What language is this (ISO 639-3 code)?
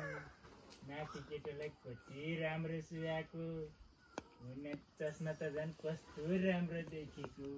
nep